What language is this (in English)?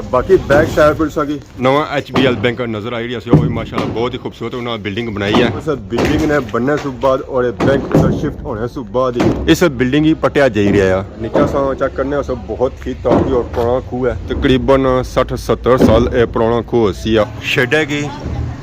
Pahari-Potwari